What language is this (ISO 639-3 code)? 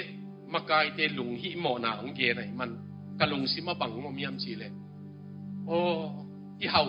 ctd